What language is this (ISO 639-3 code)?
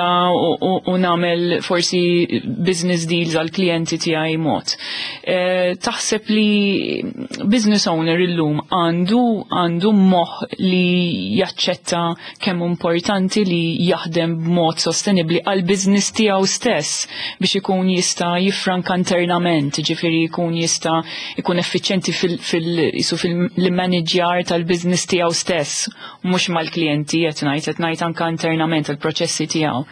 mlt